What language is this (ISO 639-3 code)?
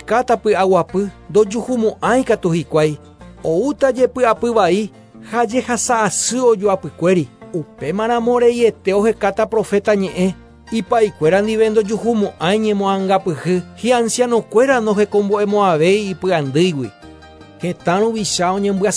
grn